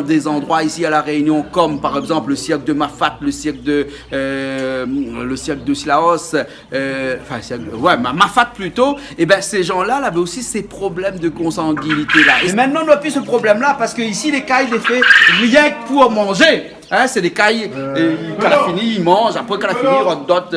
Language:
Réunion Creole French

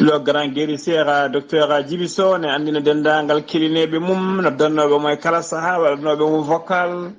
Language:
Fula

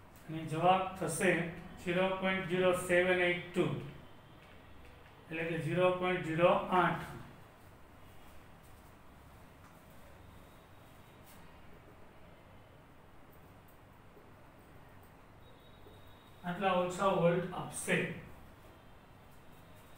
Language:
Gujarati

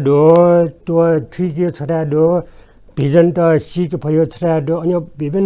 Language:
Newari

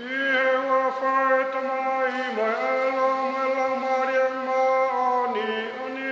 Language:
Tongan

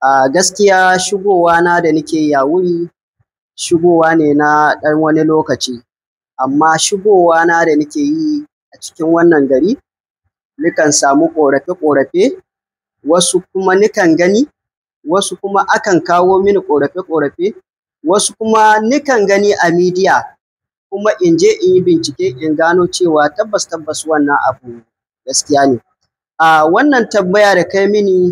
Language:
Hausa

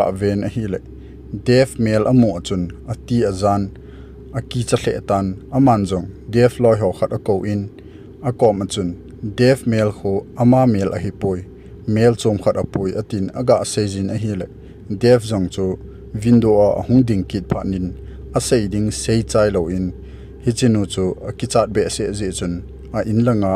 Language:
Thado Chin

